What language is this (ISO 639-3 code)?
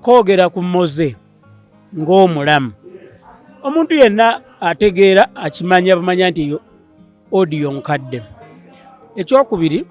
lug